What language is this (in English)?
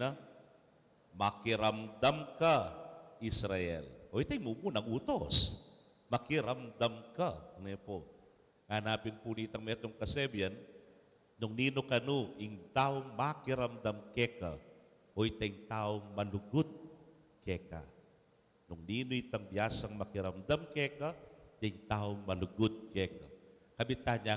Pampanga